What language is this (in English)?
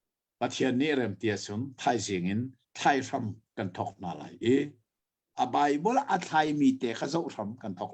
Hakha Chin